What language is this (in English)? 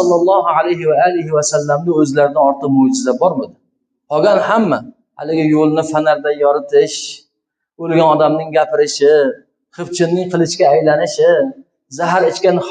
Uzbek